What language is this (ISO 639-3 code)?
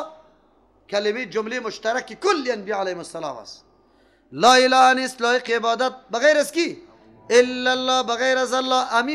fas